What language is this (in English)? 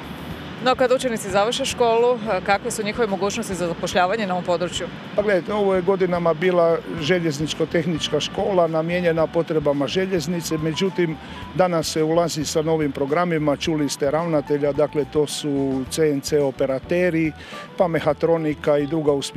Croatian